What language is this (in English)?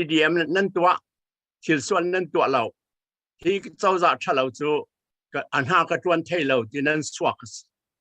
Falam Chin